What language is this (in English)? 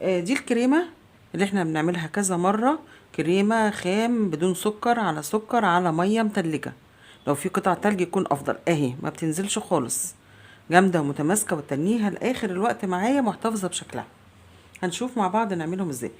Egyptian Arabic